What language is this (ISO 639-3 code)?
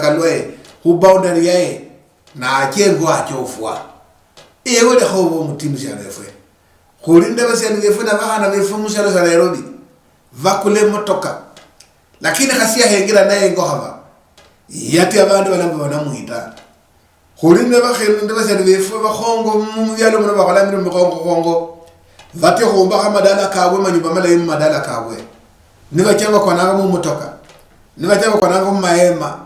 luy